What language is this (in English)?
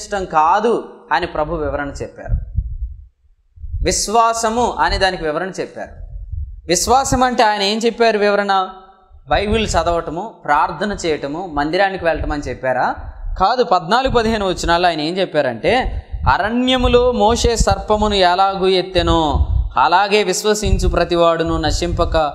Telugu